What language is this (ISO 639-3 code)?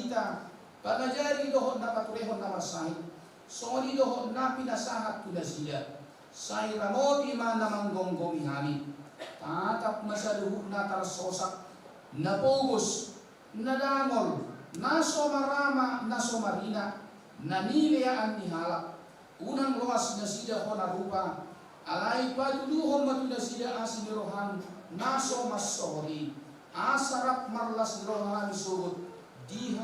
bbc